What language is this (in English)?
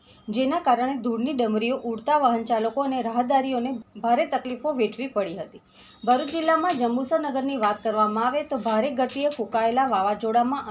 Gujarati